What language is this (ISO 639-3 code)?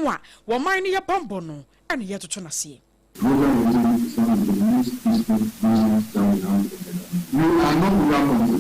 aka